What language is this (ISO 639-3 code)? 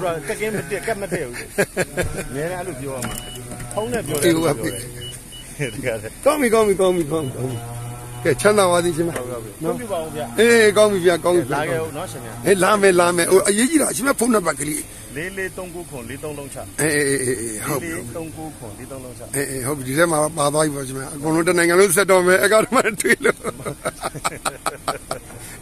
mya